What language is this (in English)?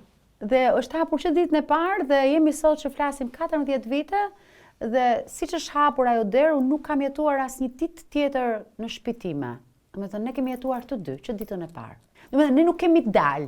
Albanian